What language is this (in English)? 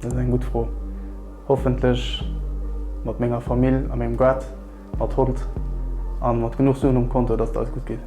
Luxembourgish